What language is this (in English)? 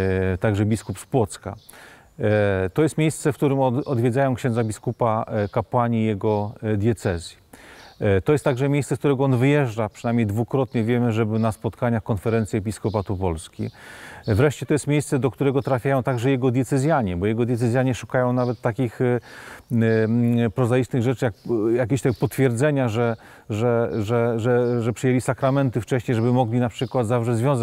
Polish